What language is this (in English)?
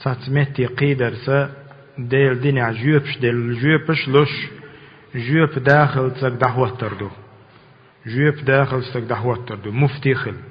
Chechen